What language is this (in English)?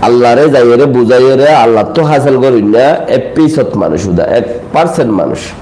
Rohingya